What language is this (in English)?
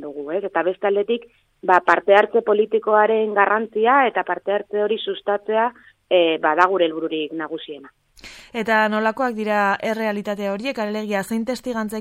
Basque